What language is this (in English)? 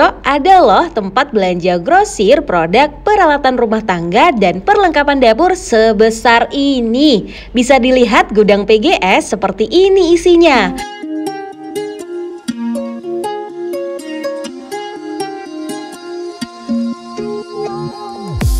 Indonesian